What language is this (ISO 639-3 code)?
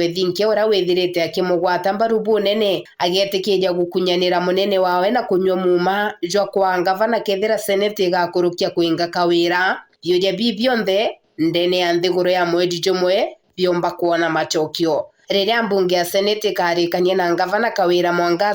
mer